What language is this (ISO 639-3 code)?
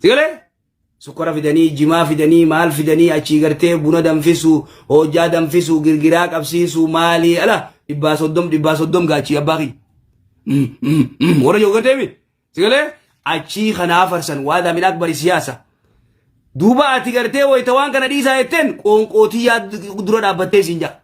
orm